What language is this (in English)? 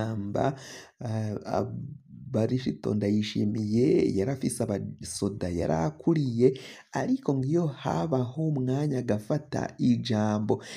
Rundi